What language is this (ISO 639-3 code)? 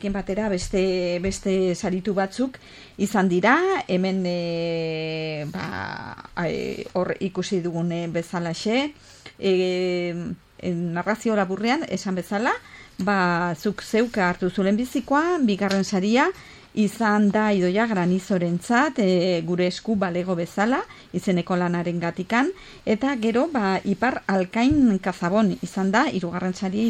eus